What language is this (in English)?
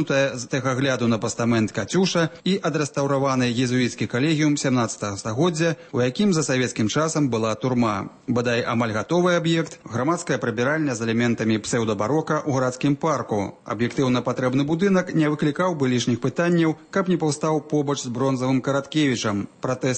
Belarusian